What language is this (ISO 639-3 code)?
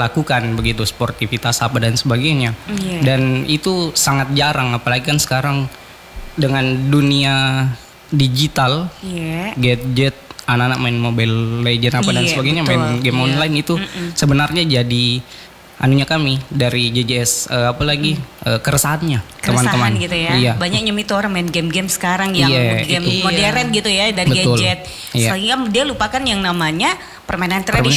ind